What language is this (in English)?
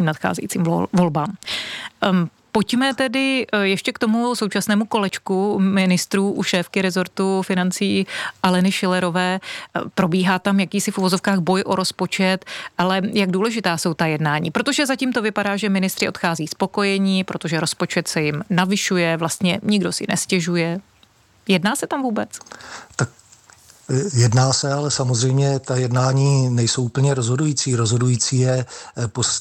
Czech